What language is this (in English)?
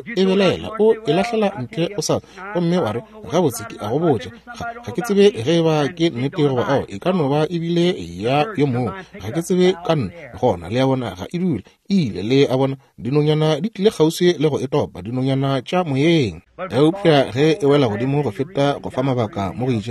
Northern Sotho